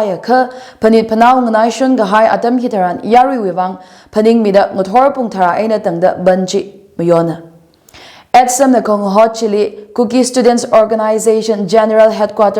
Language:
Tangkhul Naga (India)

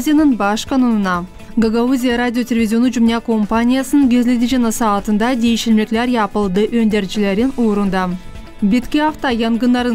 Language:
Gagauz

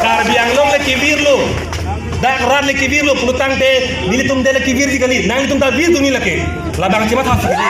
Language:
Karbi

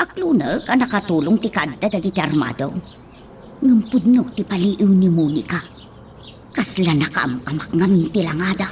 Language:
Iloko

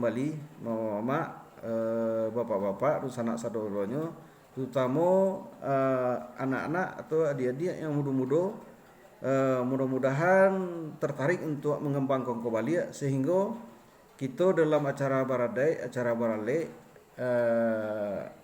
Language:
Minangkabau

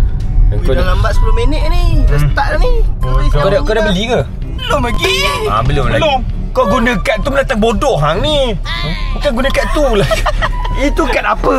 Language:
Malay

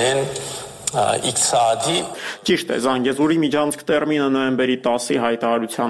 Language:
Armenian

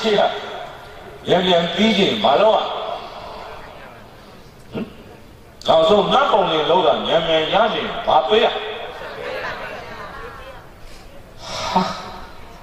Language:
Burmese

